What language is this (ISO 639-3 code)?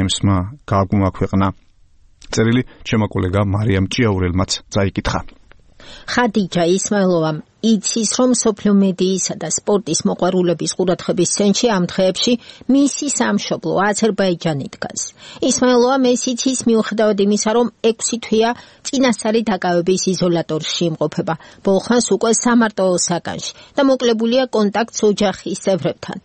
kat